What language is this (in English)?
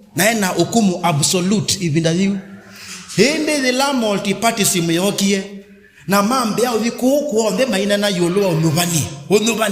Kamba